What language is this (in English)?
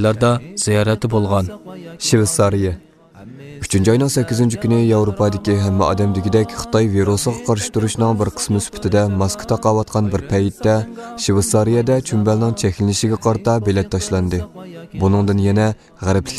Uyghur